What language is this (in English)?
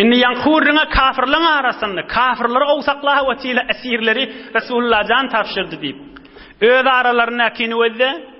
Turkmen